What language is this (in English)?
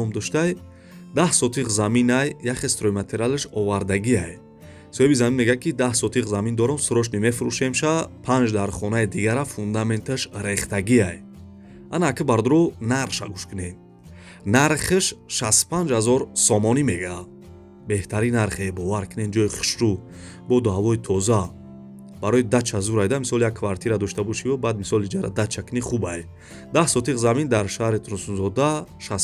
Tajik